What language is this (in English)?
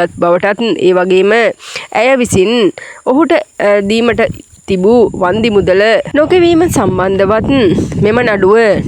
Sinhala